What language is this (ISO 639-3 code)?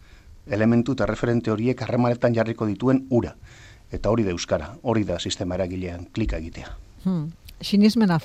eus